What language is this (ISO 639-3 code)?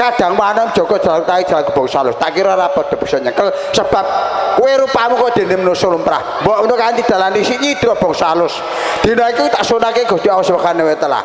jav